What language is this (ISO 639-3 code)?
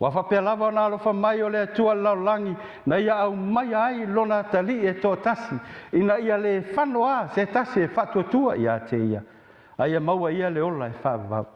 smo